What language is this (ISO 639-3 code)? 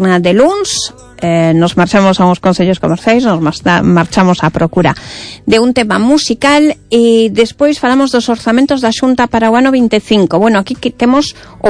glg